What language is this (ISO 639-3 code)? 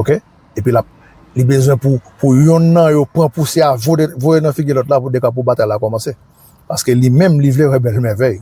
hat